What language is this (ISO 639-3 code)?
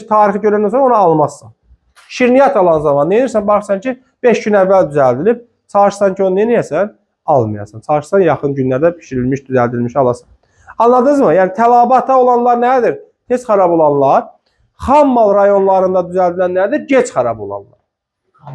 aze